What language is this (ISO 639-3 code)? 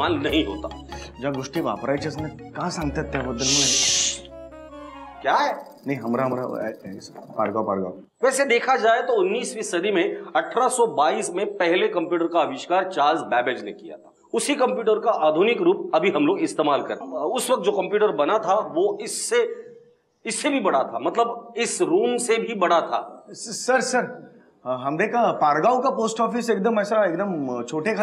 mar